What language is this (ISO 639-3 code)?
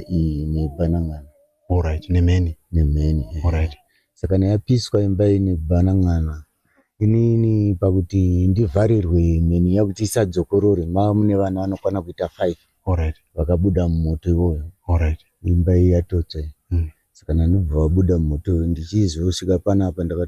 sna